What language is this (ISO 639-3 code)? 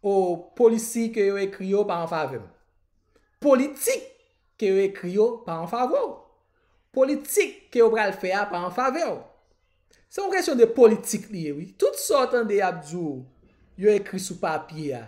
hat